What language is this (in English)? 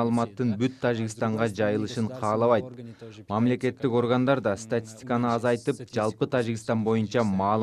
Kyrgyz